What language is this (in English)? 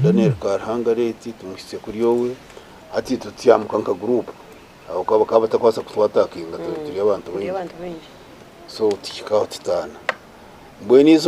Nyankole